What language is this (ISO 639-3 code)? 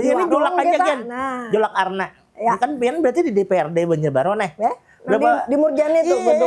bjn